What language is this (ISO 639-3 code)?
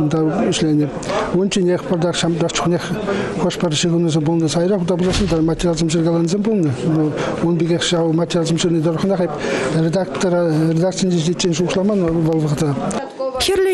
chv